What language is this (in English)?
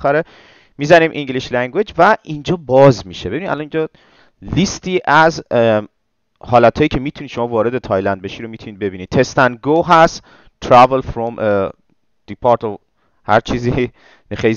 Persian